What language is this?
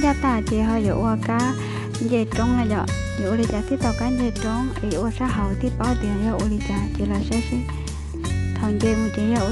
Hmong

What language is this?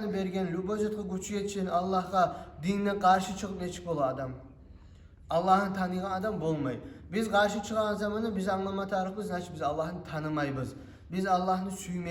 Kumyk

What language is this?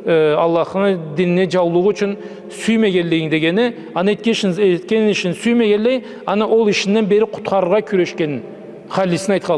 Karachay-Balkar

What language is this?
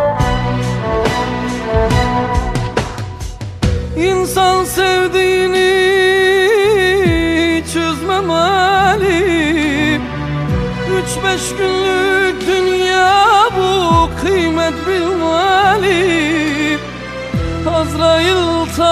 Turkish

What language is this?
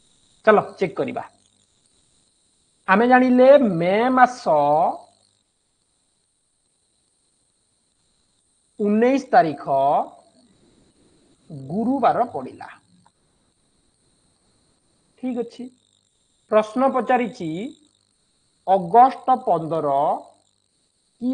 Odia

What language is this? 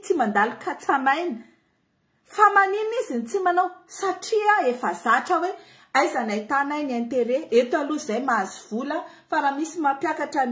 Malagasy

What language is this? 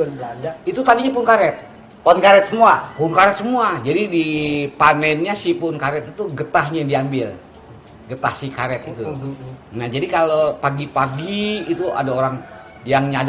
Betawi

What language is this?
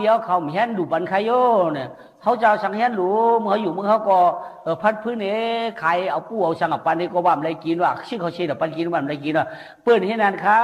Shan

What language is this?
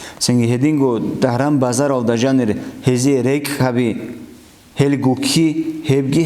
Avaric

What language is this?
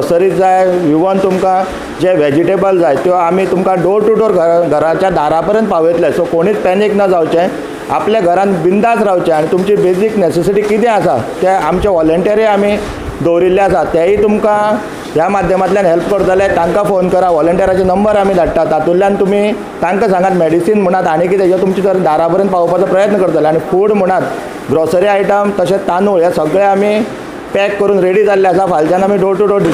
Konkani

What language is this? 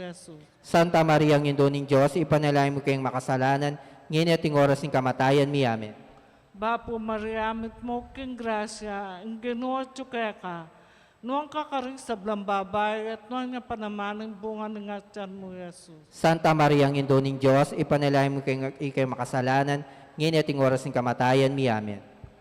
Pampanga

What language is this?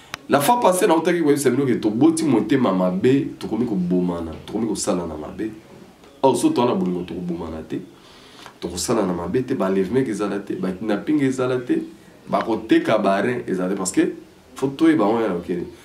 Lingala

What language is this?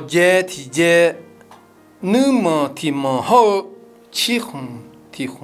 Akha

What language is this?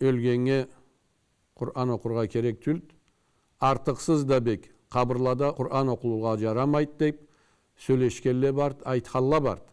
Karachay-Balkar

